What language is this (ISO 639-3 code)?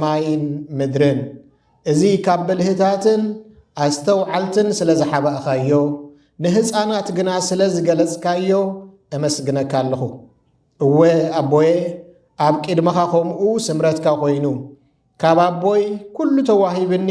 tir